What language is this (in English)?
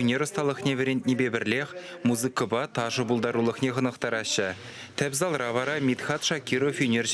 Chuvash